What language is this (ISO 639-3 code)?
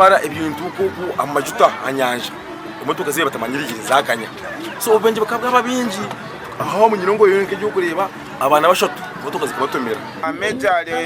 nyn